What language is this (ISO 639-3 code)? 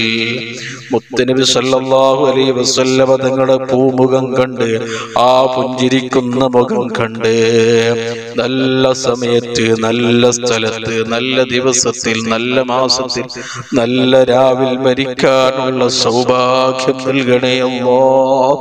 mal